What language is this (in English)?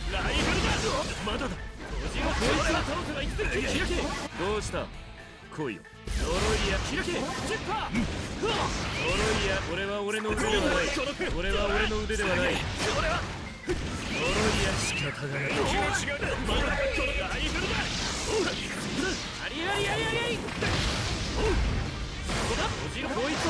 Japanese